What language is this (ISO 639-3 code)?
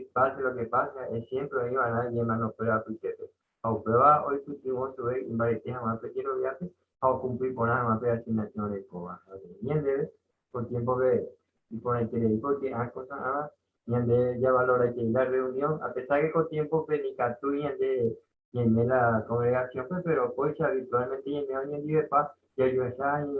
grn